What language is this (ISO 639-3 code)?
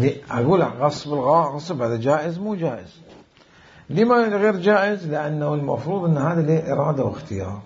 acm